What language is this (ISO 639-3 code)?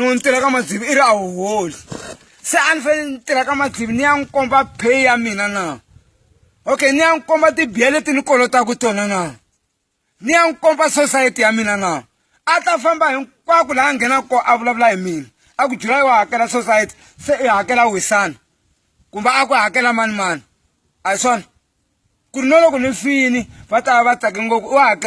tso